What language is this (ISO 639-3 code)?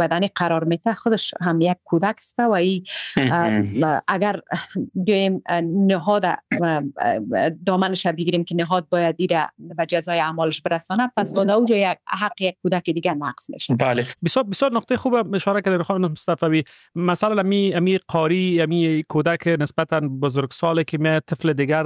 fas